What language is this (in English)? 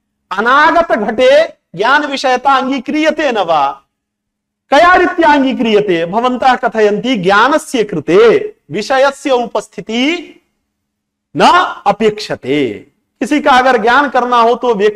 Sanskrit